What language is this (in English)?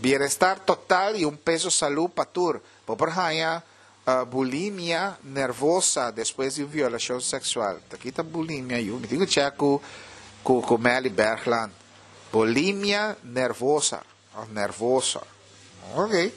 Papiamento